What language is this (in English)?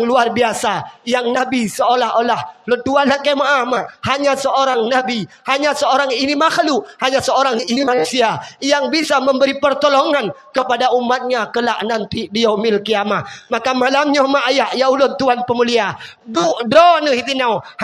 Achinese